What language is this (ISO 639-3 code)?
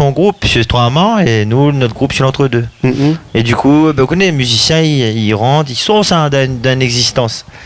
rcf